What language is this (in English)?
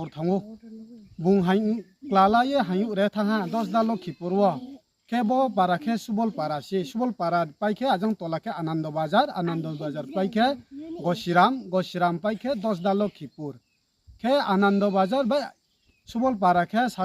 Riang (India)